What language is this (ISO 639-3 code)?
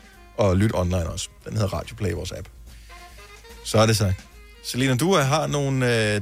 dan